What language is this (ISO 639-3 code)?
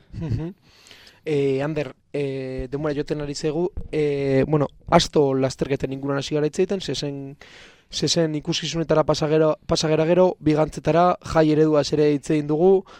eus